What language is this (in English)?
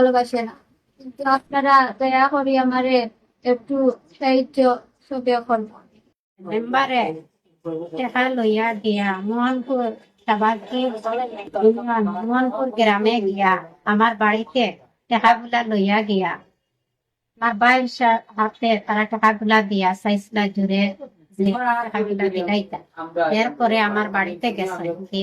Sylheti